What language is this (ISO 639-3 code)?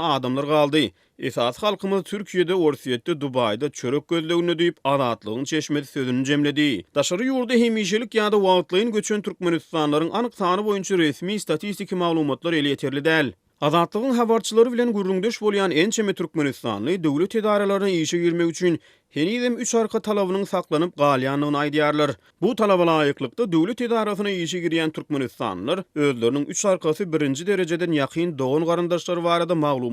tuk